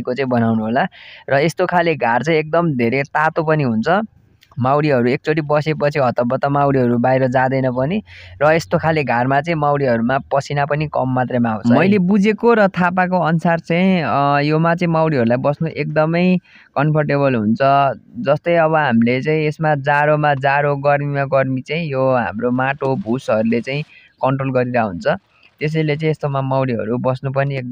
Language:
Nepali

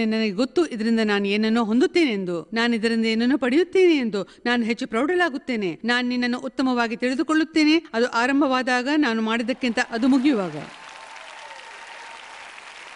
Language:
Kannada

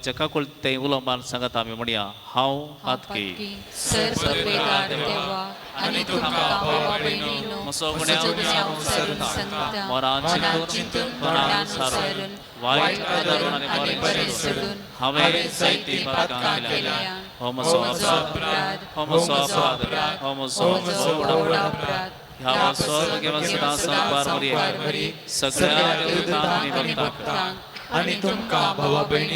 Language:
Konkani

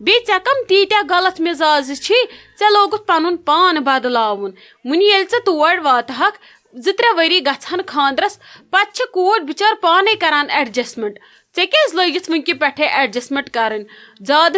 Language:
Kashmiri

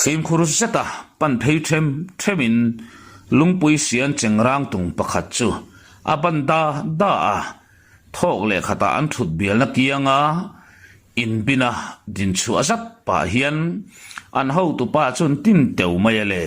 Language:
Mizo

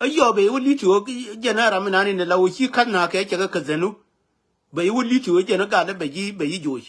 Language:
Nuer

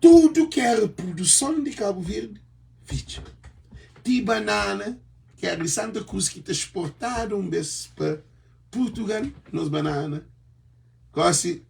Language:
Kabuverdianu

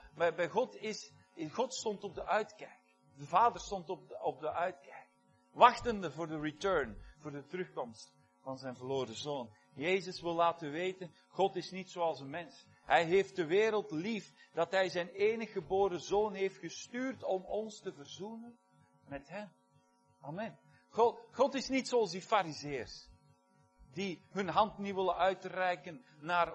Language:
Dutch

